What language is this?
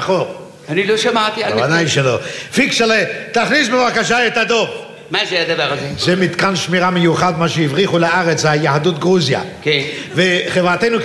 Hebrew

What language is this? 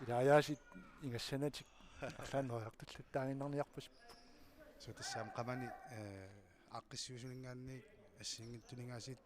Kalaallisut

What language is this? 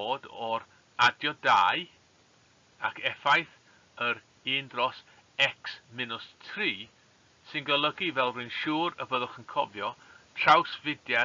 Welsh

